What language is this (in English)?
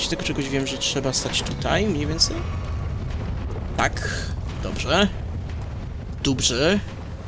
Polish